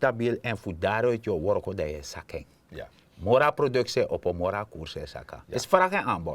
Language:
Sranan Tongo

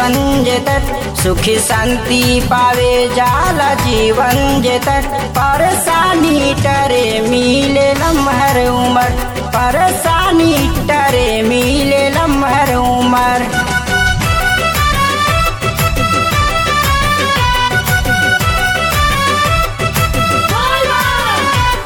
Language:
Bhojpuri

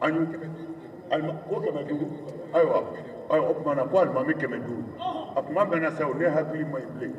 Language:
Bambara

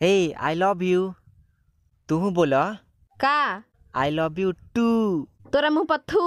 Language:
Bhojpuri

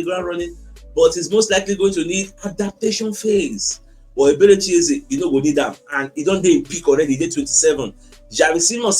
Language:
Nigerian Pidgin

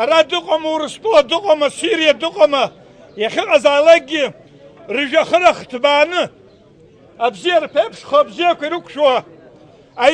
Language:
Abkhazian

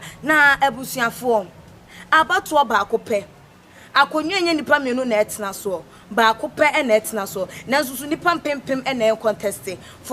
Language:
Akan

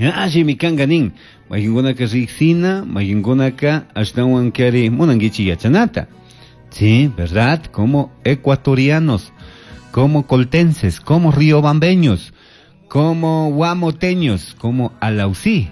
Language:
Chimborazo Highland Quichua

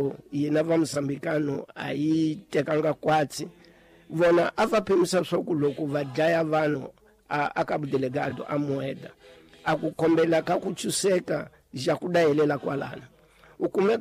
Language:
Tsonga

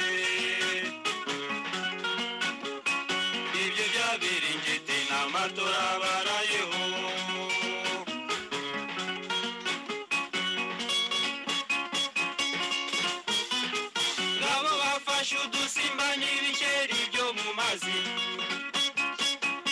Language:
Kinyarwanda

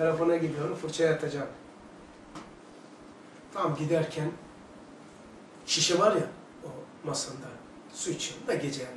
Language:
Turkish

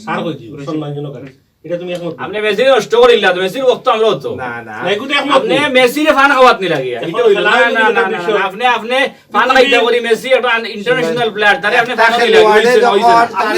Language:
Sylheti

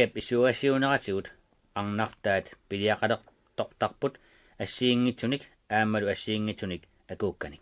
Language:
Kalaallisut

